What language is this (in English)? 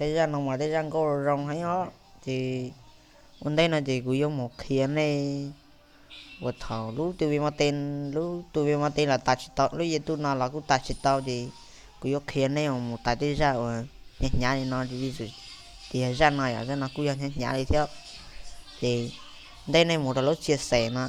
Hmong